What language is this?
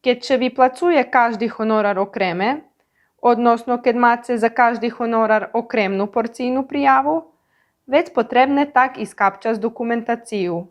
Rusyn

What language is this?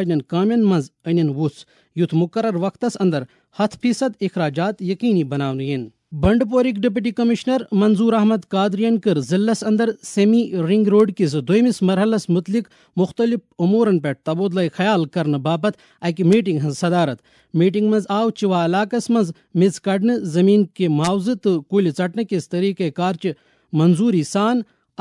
Kashmiri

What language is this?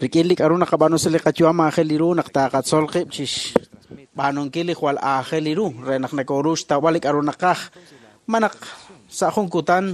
Kekchí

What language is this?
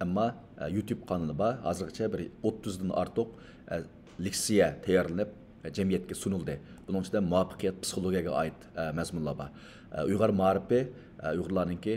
Uyghur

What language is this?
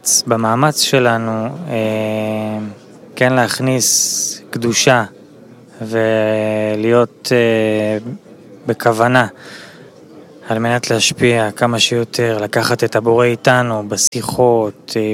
Hebrew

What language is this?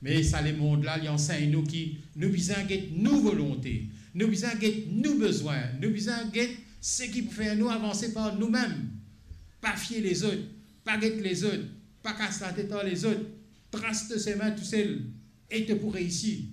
Morisyen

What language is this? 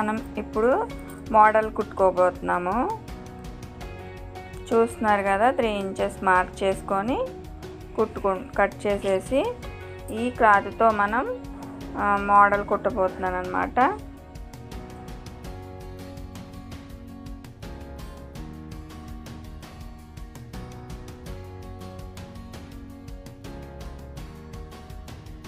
Telugu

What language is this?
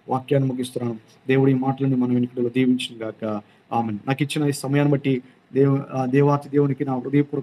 Telugu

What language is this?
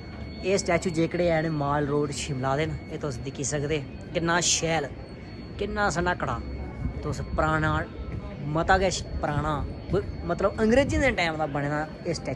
Dogri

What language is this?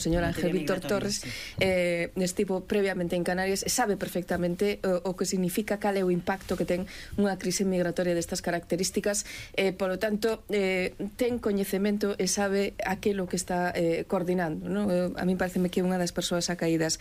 Galician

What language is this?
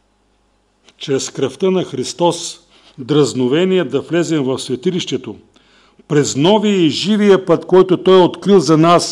Bulgarian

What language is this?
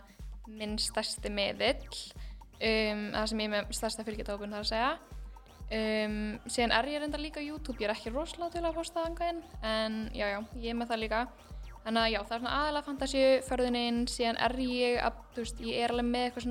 Icelandic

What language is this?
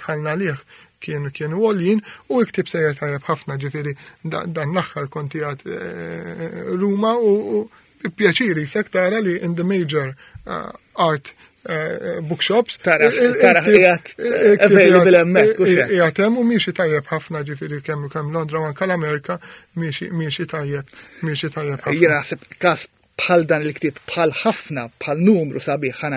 Maltese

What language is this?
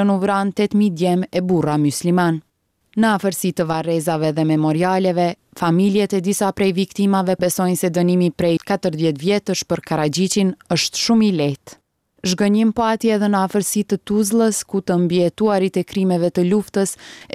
Albanian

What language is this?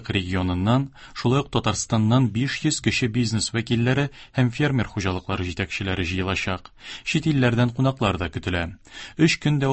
Tatar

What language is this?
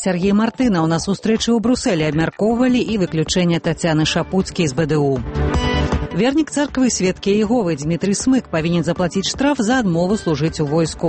Belarusian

